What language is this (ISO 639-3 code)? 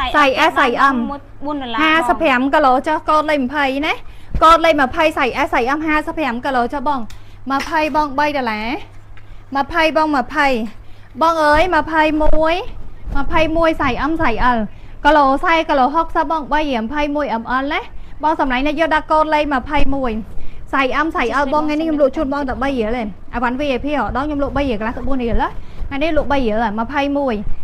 khm